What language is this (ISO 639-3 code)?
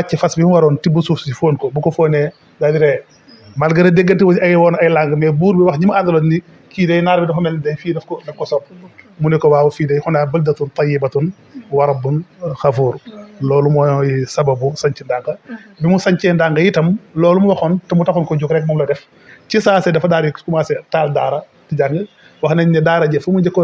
wol